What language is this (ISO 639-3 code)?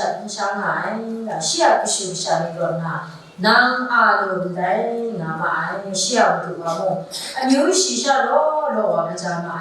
kac